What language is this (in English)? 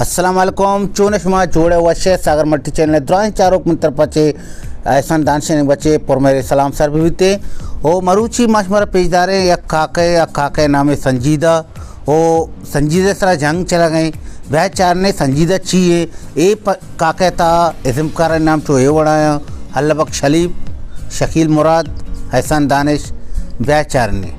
Baluchi